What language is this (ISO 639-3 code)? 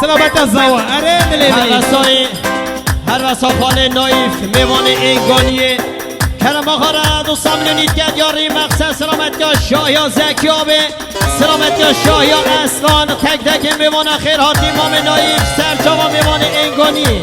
kur